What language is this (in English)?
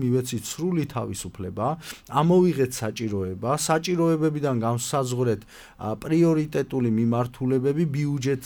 Georgian